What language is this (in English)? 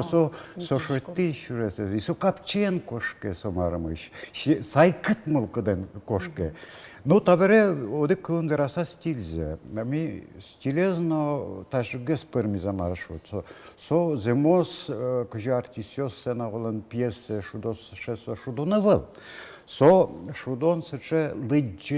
Udmurt